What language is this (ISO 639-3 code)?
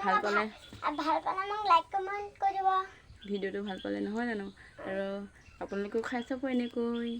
asm